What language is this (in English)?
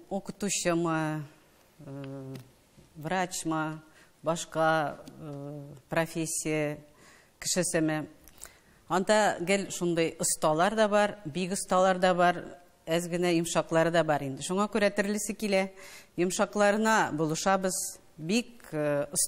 Tatar